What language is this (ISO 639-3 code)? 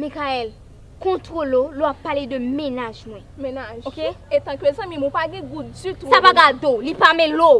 hat